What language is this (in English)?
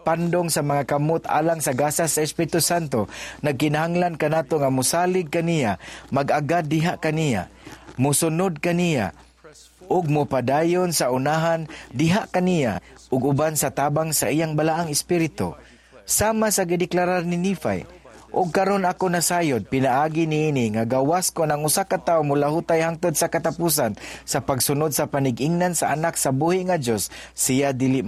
Cebuano